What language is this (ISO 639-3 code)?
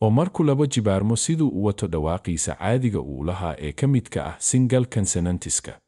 som